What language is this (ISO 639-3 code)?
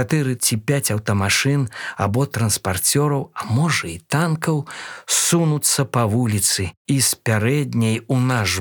bel